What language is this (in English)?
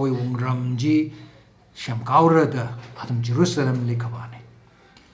Tangkhul Naga (India)